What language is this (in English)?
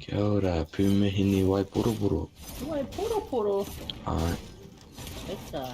Māori